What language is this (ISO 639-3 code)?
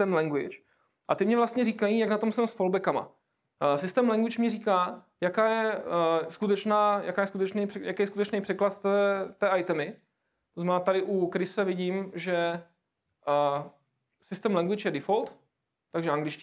ces